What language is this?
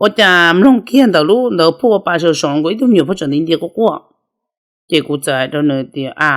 Hmong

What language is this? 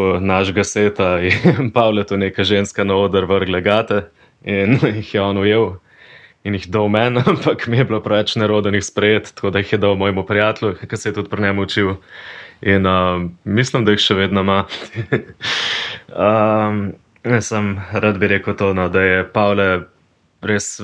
Slovenian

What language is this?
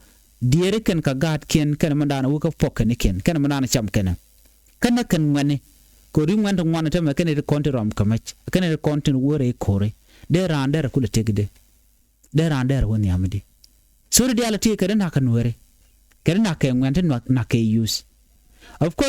Nuer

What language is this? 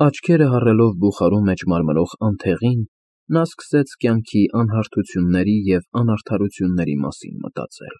Armenian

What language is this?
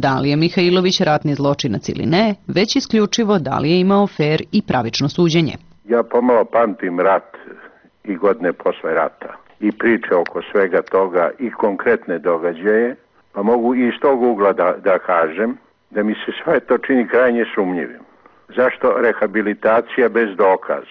Serbian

